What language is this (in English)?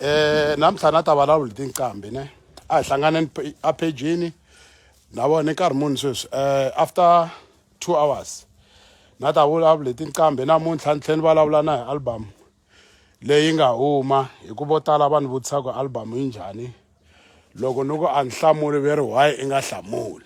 Tsonga